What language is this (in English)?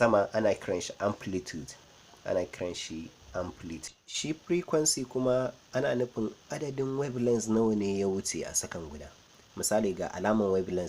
Hausa